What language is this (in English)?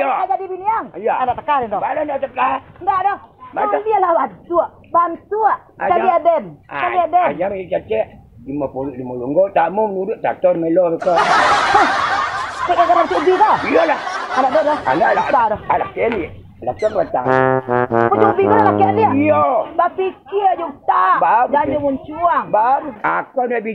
Minangkabau